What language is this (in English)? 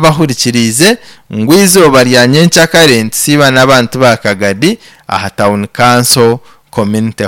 Nyankole